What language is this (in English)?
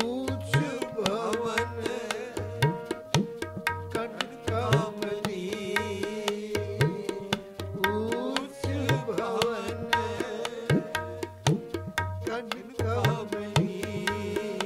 Punjabi